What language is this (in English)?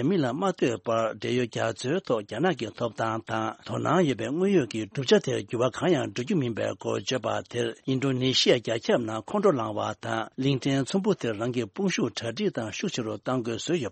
Tibetan